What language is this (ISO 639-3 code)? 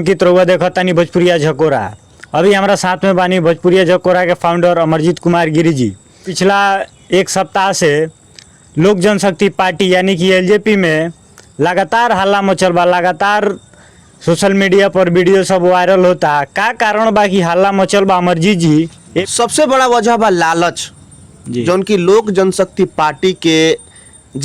bho